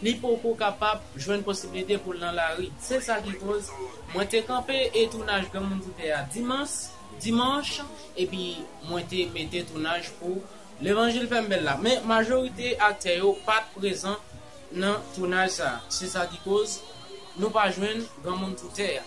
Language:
Haitian Creole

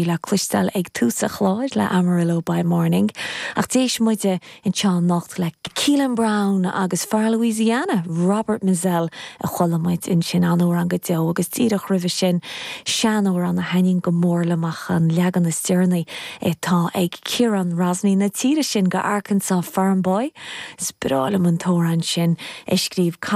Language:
Irish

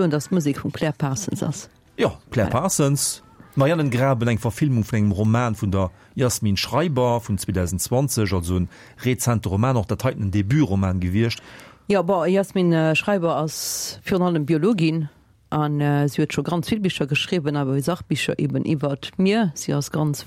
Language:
Luxembourgish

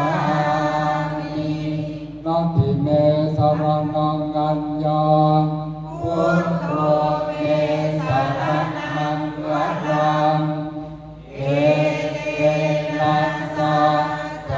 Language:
Pali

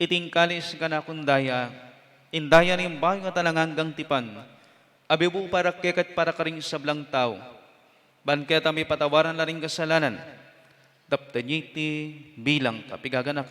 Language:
Pampanga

